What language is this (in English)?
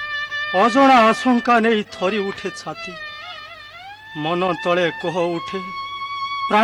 Odia